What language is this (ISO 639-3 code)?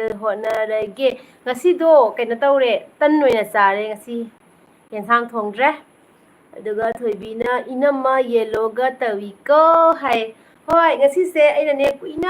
mni